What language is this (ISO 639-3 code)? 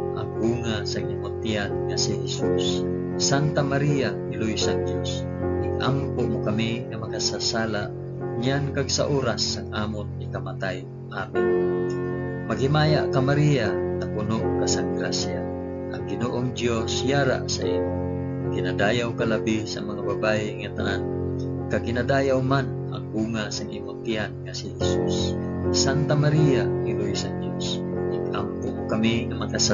hil